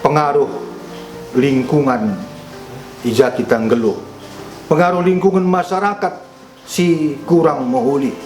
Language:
Batak Karo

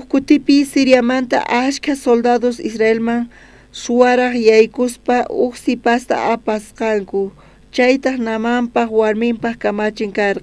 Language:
South Bolivian Quechua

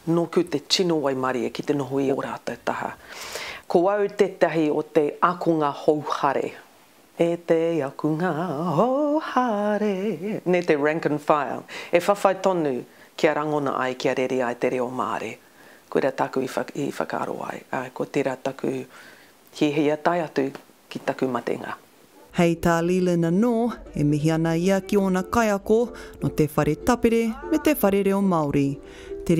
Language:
Māori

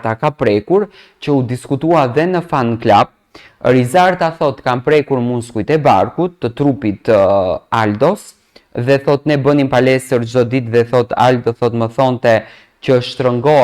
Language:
Albanian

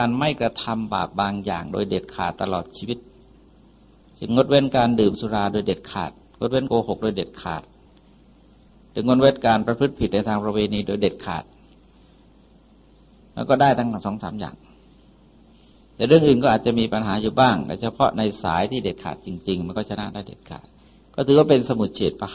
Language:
Thai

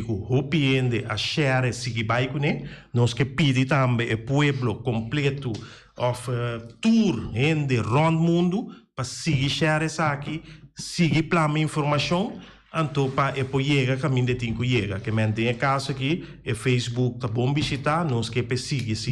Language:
Papiamento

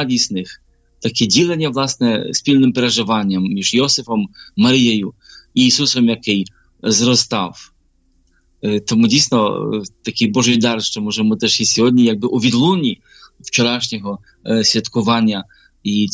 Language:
Ukrainian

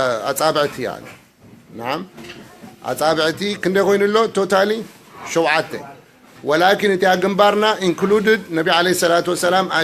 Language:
Tigrinya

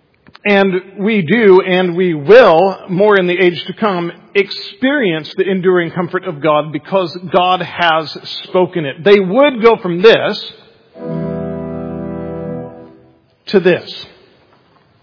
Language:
English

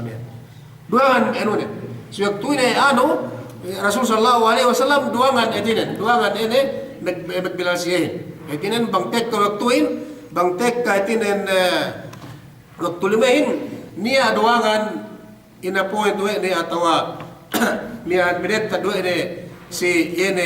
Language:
Yakan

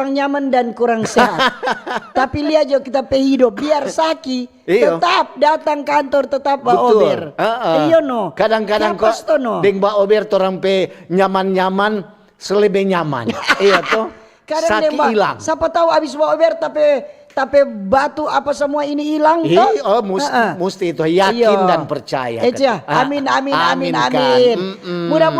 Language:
Manado Malay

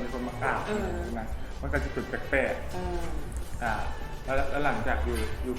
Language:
Lao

